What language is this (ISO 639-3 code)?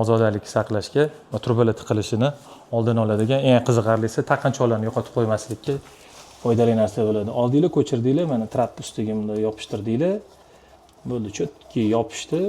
uzb